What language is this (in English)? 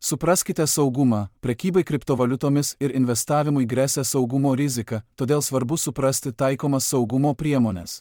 Lithuanian